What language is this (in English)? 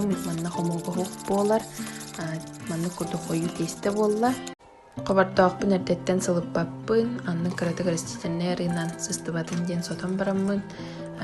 Yakut